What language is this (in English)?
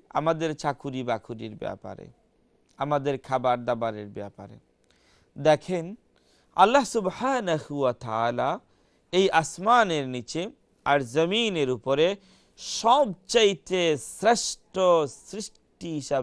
Bangla